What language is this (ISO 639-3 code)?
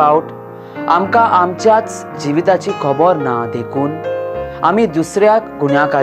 kok